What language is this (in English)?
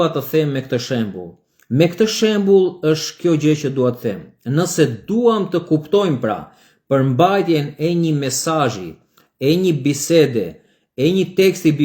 Albanian